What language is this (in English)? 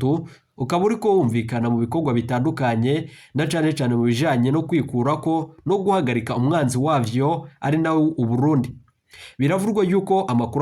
Rundi